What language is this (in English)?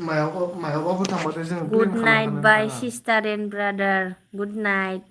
Bodo